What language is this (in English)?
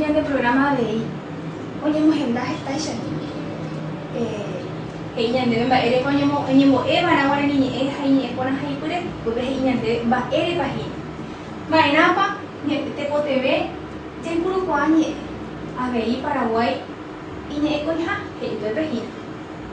Guarani